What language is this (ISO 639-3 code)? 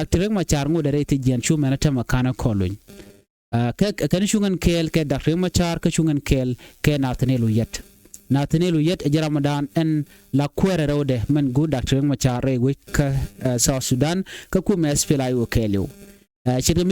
nus